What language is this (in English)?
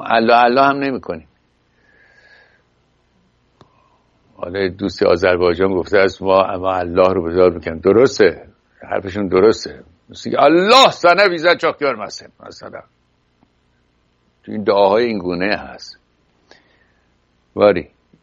Persian